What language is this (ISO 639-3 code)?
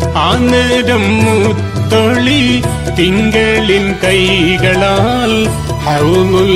mal